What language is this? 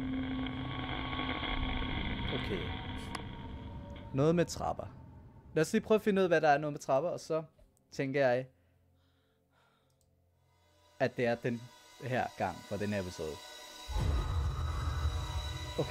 Danish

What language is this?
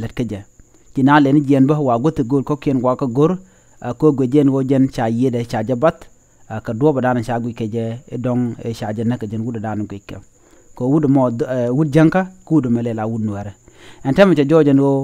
Nuer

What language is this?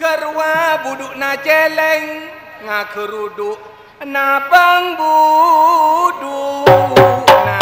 Madurese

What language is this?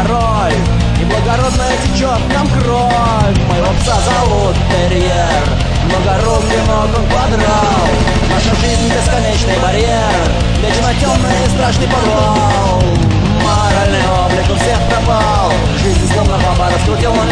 Russian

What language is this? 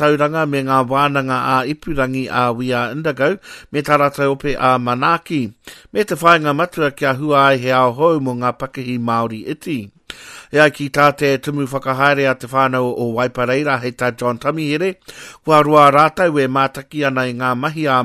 Māori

